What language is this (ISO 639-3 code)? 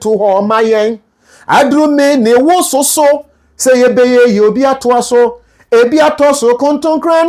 aka